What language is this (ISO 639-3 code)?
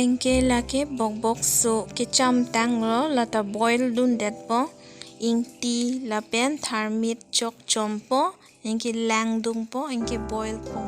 mjw